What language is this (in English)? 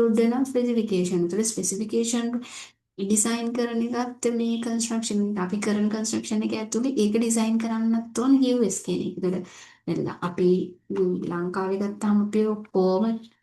Sinhala